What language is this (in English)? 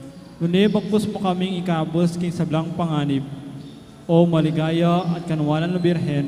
Pampanga